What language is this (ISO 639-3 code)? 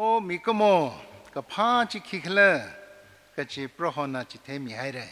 nmf